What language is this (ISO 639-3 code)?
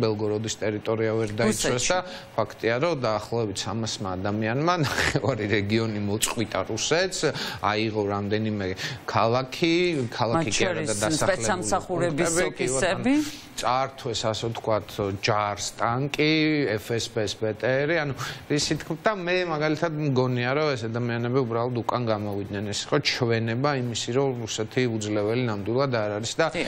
kat